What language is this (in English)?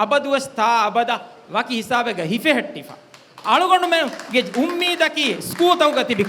Divehi